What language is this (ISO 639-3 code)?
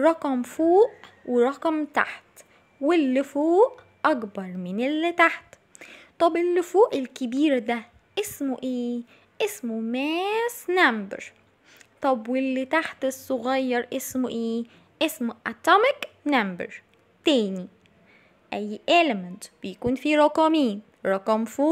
arz